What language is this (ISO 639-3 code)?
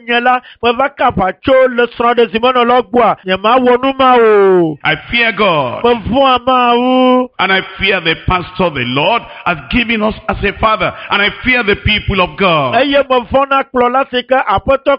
ewe